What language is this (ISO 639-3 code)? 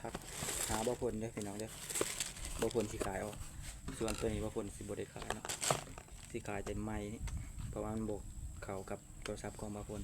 lao